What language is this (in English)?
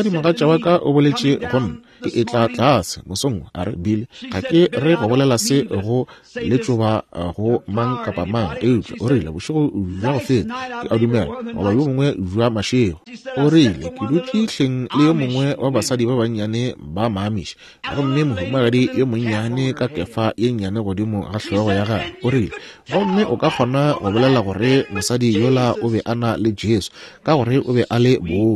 Northern Sotho